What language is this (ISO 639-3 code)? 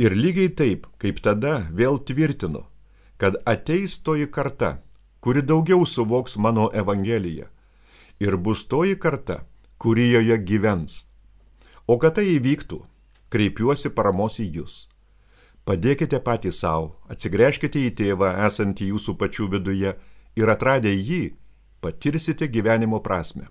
lit